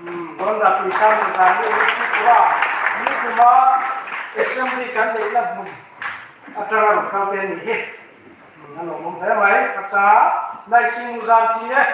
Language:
Riang (India)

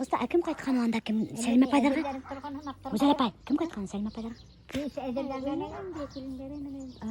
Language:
Bashkir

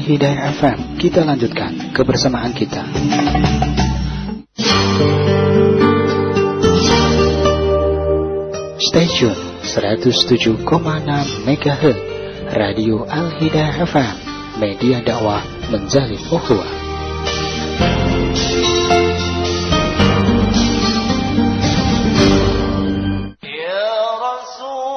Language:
Indonesian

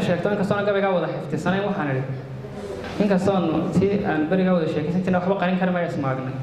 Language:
Somali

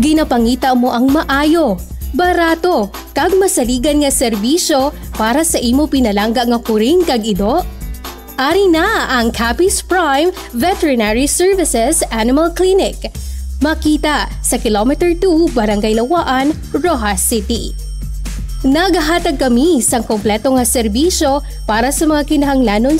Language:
Hiligaynon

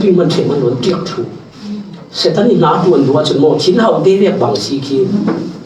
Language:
Falam Chin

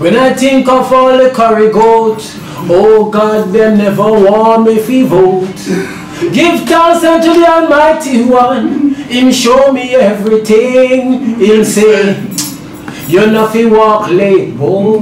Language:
Jamaican Creole English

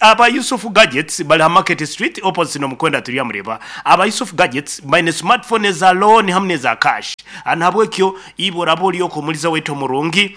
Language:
Nyankole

